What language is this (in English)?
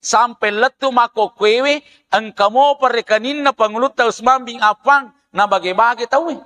Buginese